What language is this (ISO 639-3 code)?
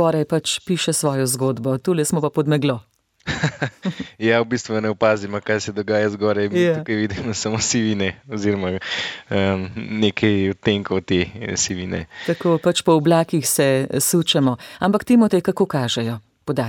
slv